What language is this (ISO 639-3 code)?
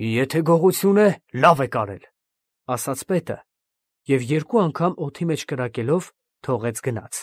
hye